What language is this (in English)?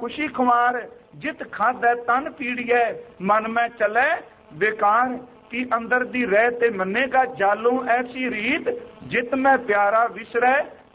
Punjabi